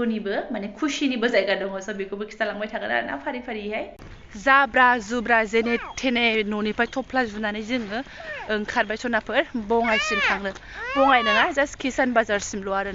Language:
Bodo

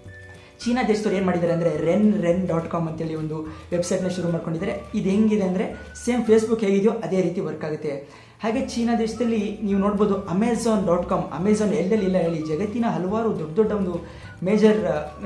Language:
Kannada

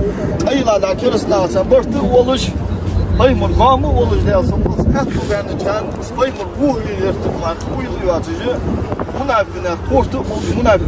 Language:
Ingush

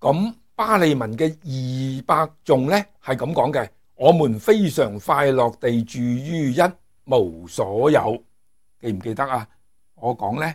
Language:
Cantonese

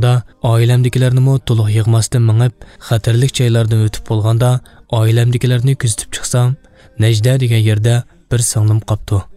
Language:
Uyghur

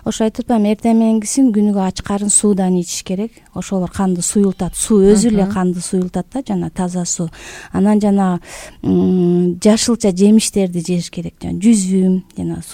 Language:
Kyrgyz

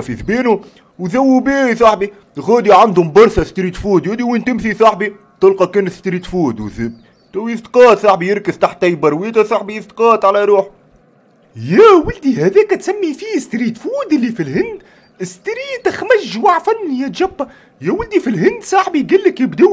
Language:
Tunisian Arabic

